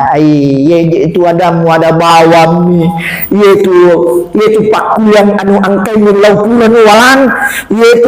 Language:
Buginese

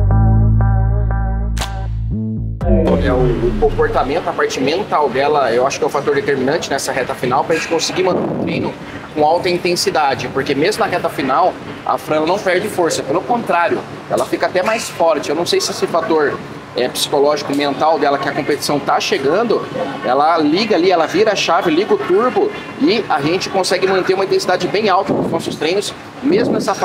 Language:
Portuguese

